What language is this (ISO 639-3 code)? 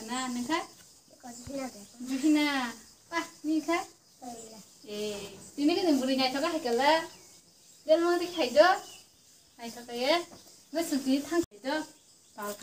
trp